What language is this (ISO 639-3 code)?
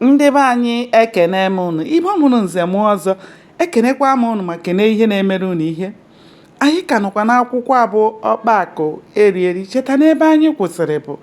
ibo